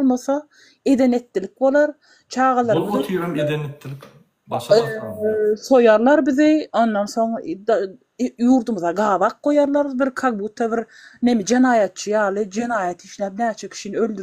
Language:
Turkmen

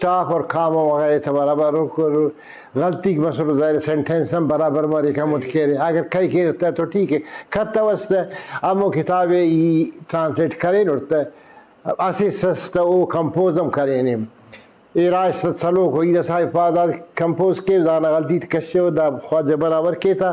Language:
Brahui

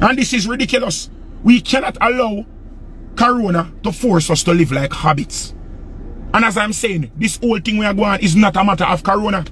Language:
Jamaican Creole English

